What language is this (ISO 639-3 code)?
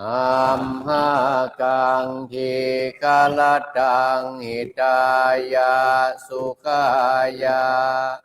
pli